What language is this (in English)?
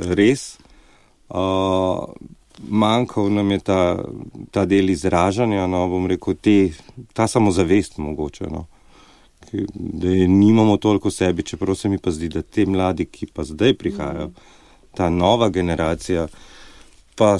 Slovenian